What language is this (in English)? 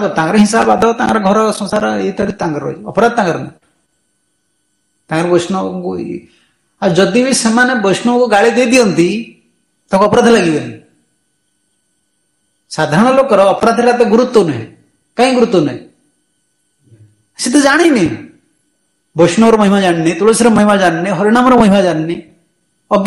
Odia